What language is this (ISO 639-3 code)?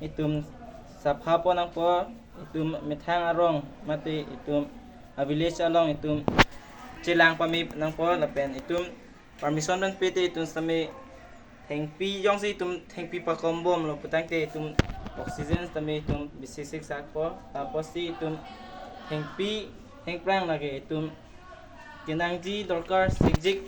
mjw